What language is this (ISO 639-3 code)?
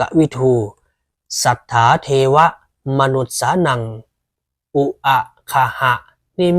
pli